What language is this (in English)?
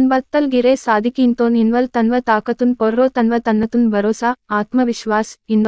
Gondi